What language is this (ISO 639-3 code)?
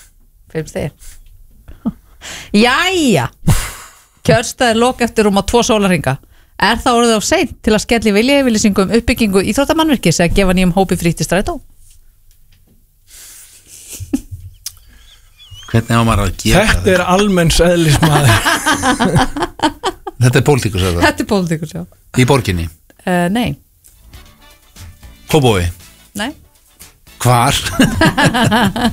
isl